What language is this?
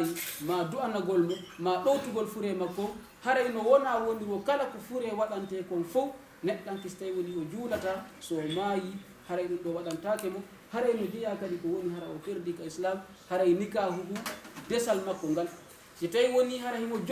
Fula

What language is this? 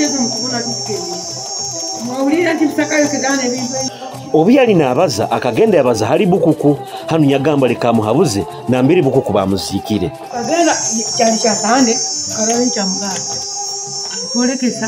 Nyoro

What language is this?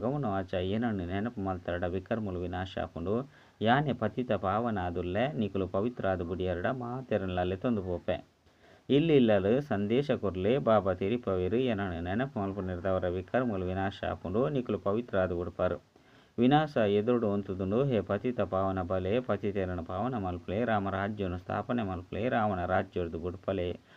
Tulu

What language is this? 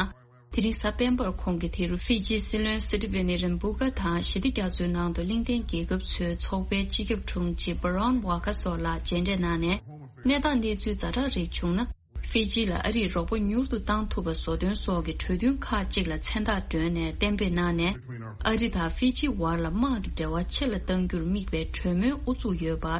Tibetan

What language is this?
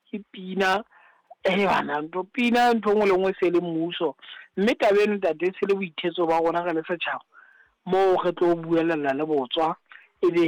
Southern Sotho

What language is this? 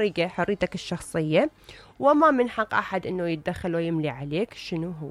Mesopotamian Arabic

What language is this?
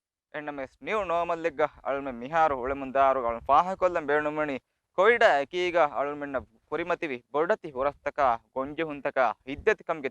Divehi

